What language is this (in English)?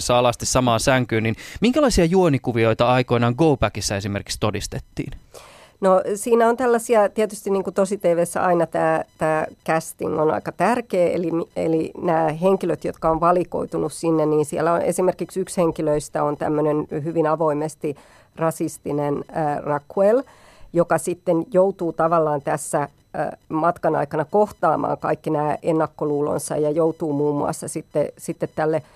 Finnish